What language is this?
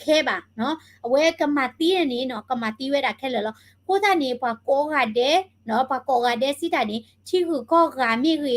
S'gaw Karen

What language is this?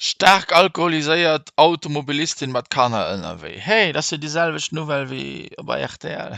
Luxembourgish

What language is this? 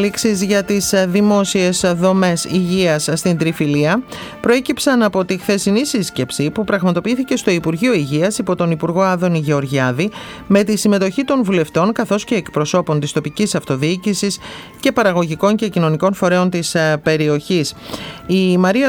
Greek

